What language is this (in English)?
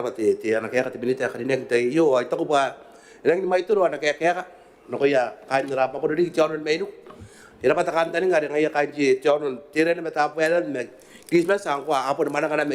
Gilbertese